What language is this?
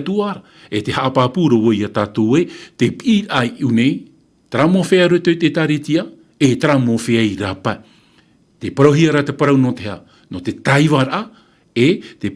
Tahitian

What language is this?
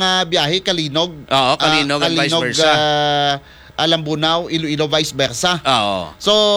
Filipino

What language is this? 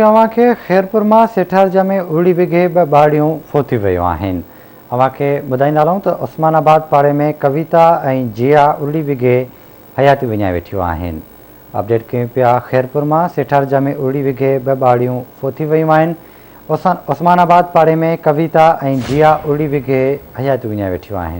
Sindhi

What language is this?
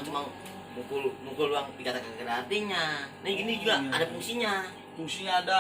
Betawi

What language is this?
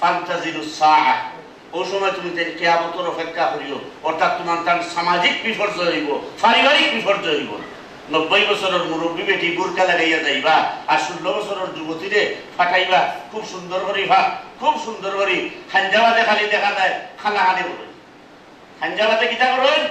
Sylheti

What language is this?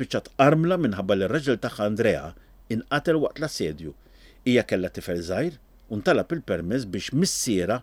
Maltese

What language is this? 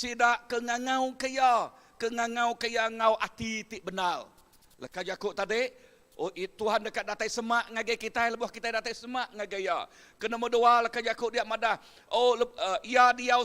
Iban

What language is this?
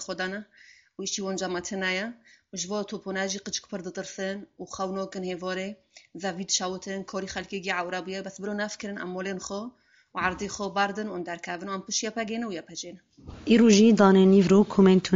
Kurdish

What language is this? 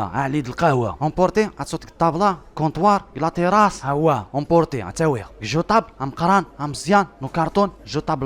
Kabyle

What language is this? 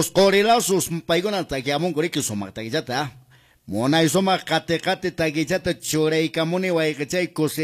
Quechua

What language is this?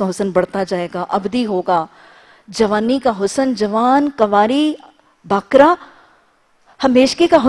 Urdu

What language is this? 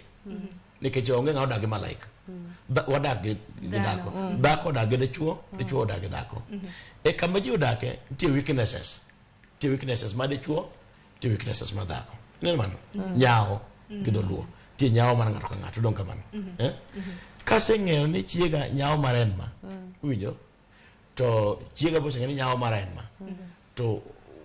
Luo (Kenya and Tanzania)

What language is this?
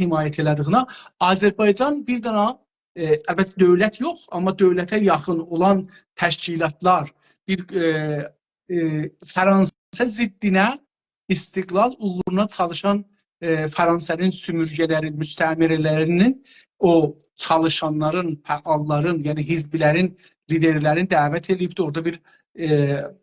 South Azerbaijani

